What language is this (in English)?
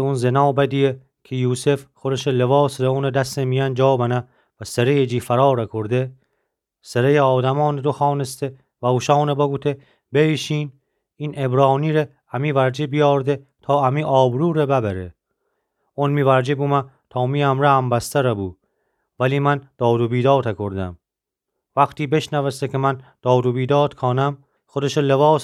Gilaki